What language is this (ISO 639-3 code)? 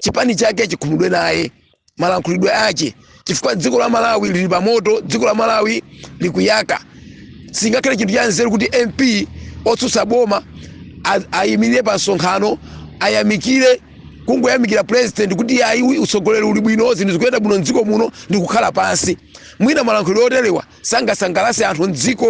nya